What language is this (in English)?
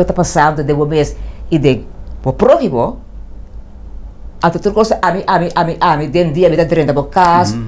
Portuguese